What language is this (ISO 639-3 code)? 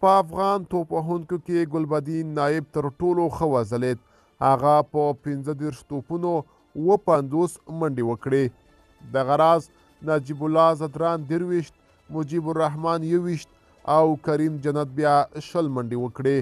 pus